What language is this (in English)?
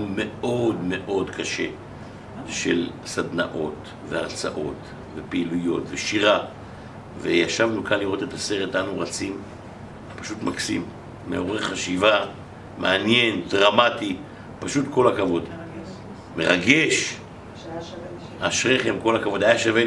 Hebrew